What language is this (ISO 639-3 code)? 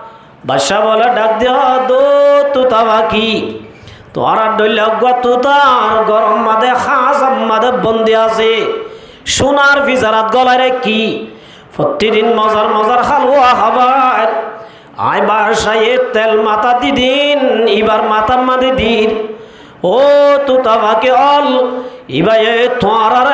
rhg